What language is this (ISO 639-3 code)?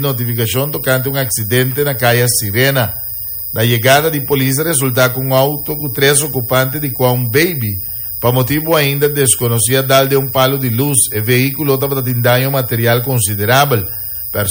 pap